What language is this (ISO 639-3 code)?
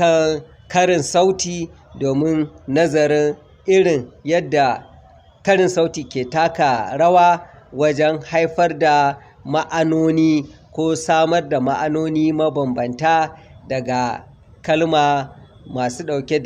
hau